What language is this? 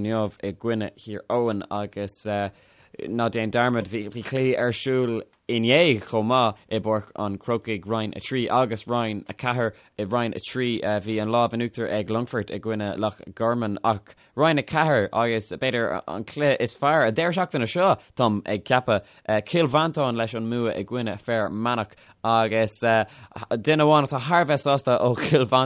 Irish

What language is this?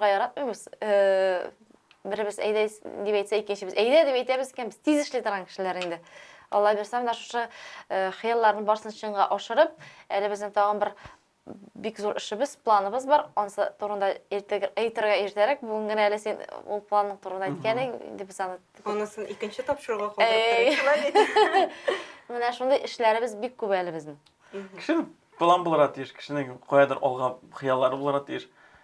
Tatar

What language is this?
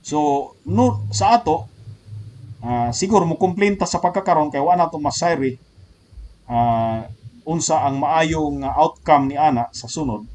Cebuano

